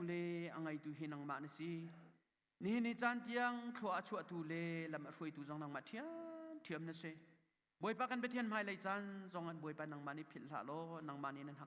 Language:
Hakha Chin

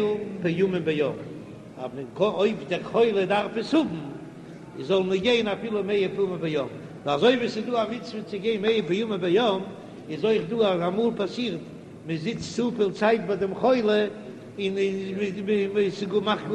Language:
Yiddish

